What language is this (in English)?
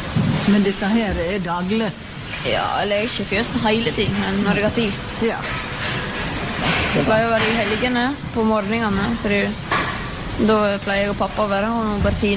Norwegian